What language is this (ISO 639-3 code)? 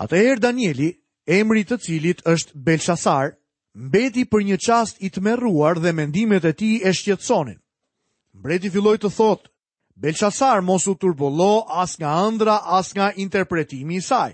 sqi